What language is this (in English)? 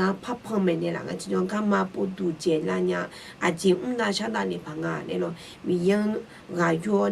Akha